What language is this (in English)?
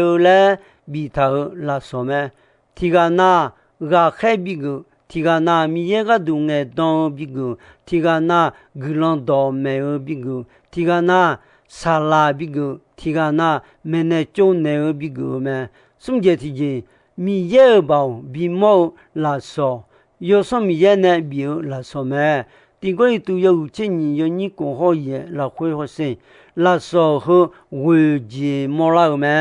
Akha